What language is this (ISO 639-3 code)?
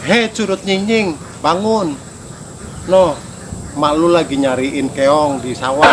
bew